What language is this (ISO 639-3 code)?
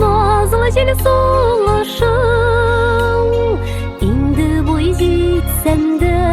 bak